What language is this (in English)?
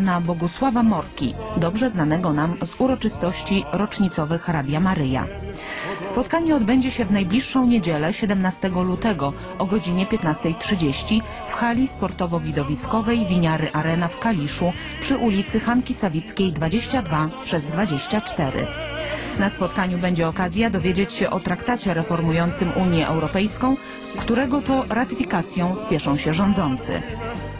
Polish